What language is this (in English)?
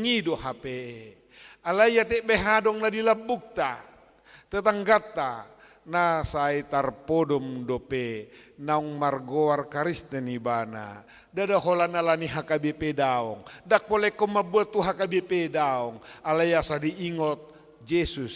Batak Toba